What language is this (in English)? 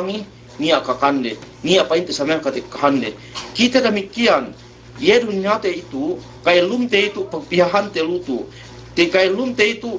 Yakan